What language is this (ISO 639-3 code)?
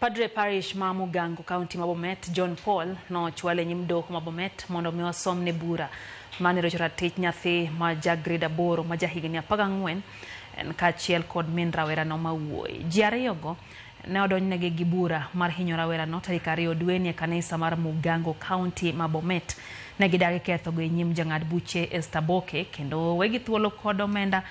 luo